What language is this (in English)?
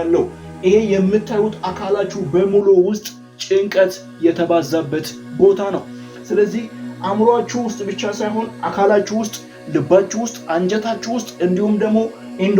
Amharic